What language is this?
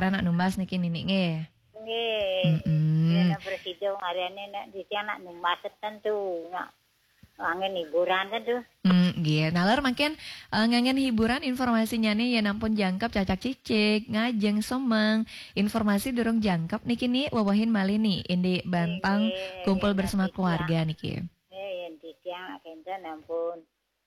Balinese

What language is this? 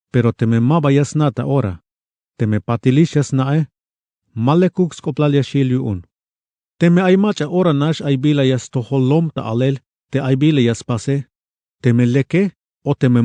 Tzeltal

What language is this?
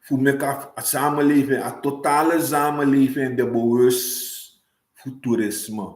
Sranan Tongo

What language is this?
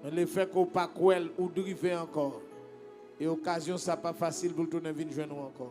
Haitian Creole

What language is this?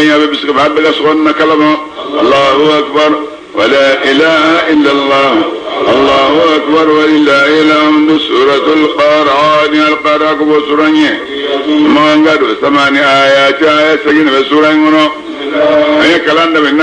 Bambara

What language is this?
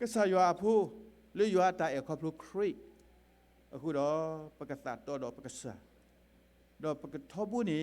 S'gaw Karen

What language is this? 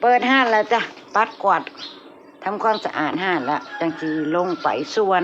Northeastern Thai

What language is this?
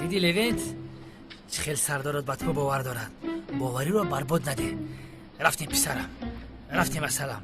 Tajik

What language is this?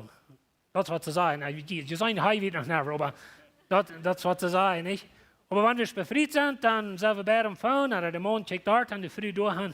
Plautdietsch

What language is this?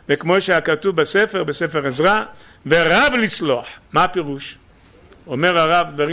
Hebrew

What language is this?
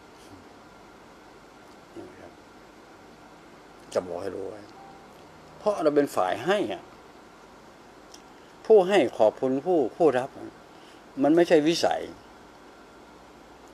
Thai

